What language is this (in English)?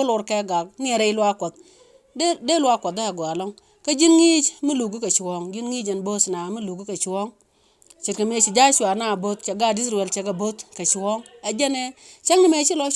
Nuer